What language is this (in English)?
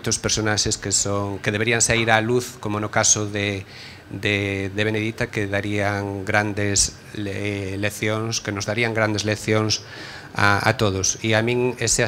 Galician